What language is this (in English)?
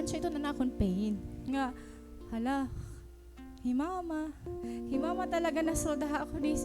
Waray